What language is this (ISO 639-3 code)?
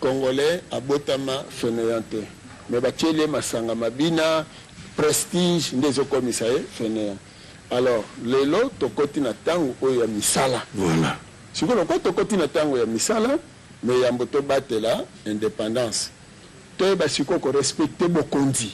lin